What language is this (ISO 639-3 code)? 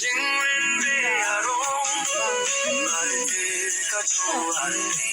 mjw